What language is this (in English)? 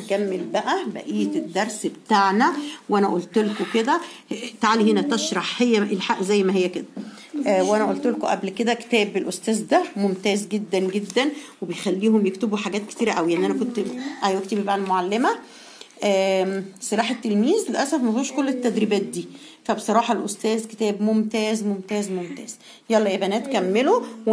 Egyptian Arabic